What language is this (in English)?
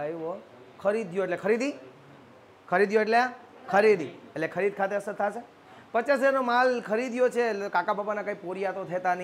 Gujarati